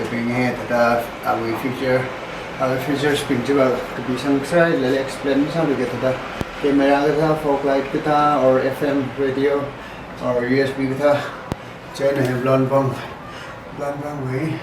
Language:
Tangkhul Naga (India)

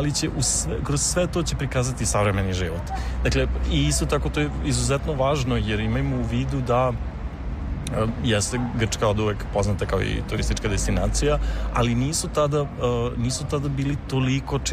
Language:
Serbian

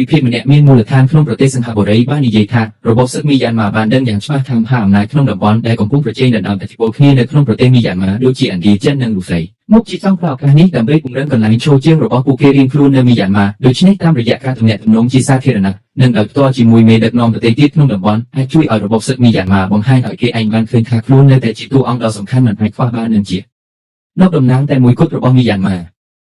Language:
Khmer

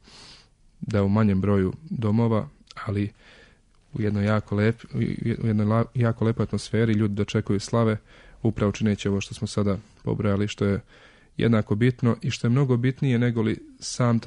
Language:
Serbian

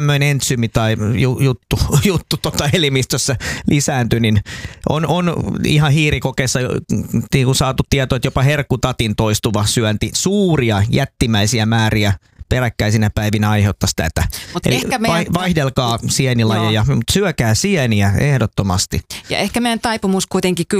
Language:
Finnish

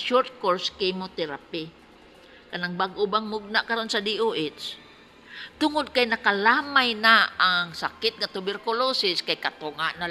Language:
Cebuano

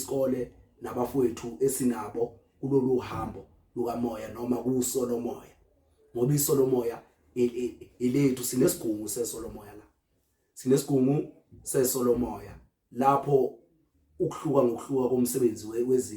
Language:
Zulu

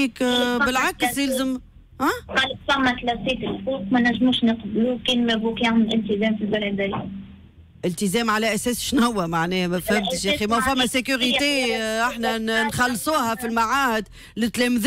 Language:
Tunisian Arabic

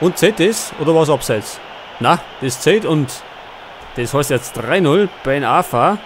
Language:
Bavarian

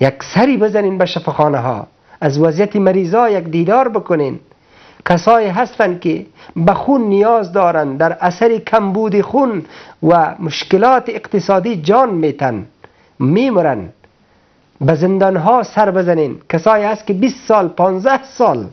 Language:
Persian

